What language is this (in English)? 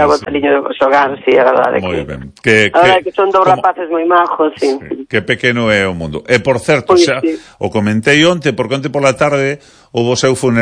Galician